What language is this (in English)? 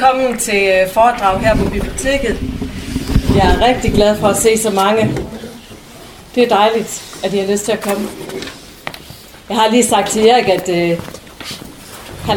Danish